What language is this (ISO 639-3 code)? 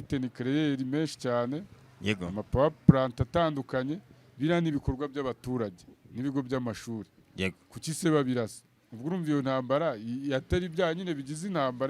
kin